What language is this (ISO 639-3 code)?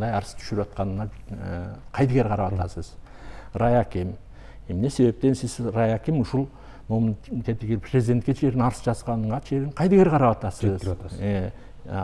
kir